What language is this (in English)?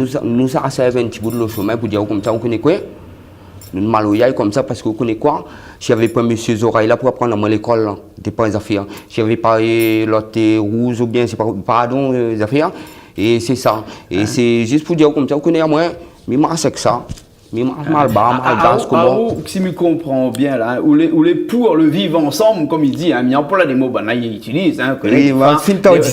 Réunion Creole French